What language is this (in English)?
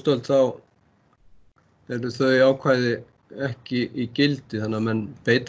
Icelandic